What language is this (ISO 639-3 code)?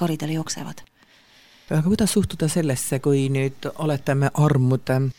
est